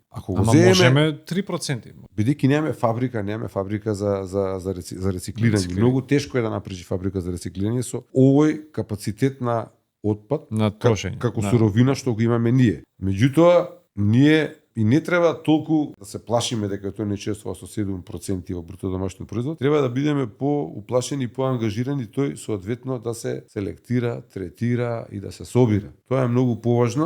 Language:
Macedonian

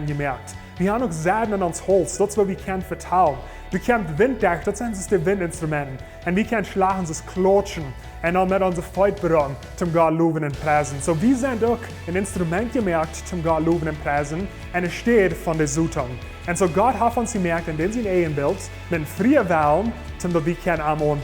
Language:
Plautdietsch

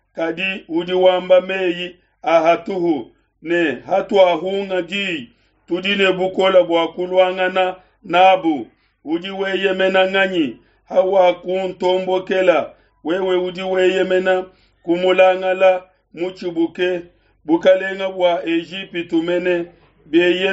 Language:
Luba-Lulua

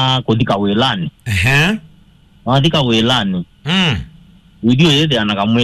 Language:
Kamba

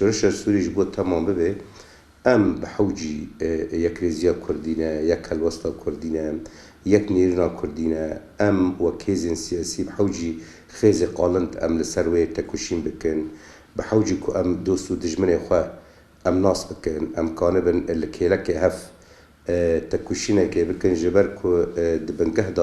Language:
Kurdish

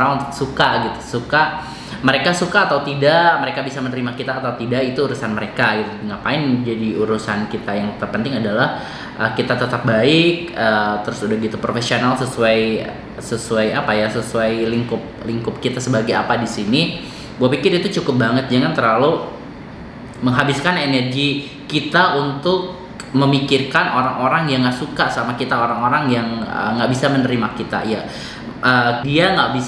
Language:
Indonesian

